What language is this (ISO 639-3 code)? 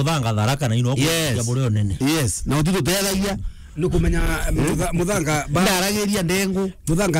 mer